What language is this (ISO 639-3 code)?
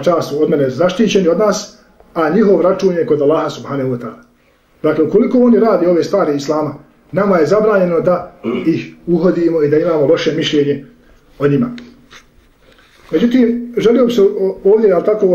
bos